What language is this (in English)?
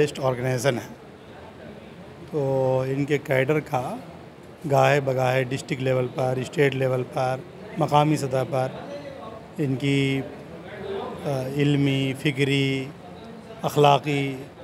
Urdu